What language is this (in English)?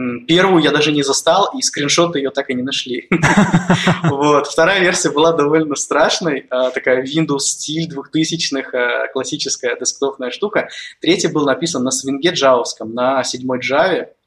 Russian